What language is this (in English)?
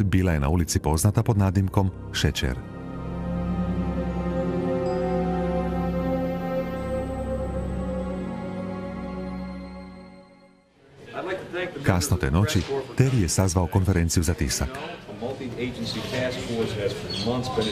Croatian